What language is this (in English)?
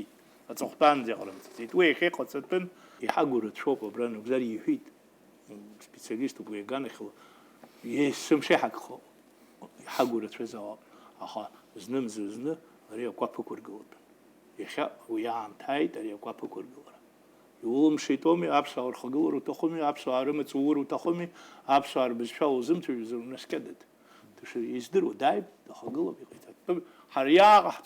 Abkhazian